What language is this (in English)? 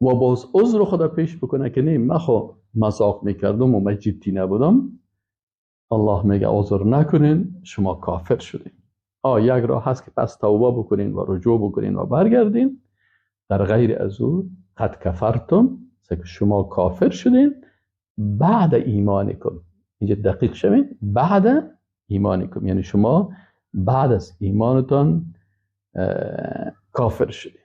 Persian